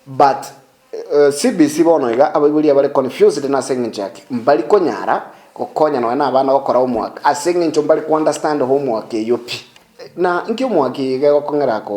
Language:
Gusii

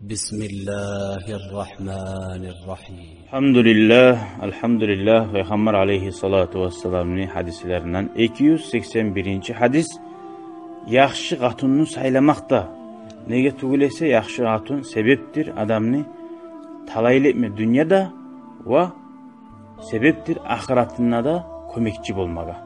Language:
Kumyk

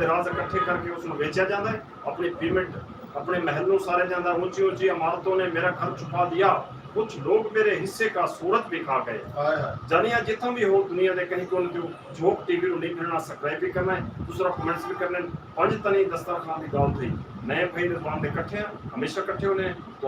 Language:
Saraiki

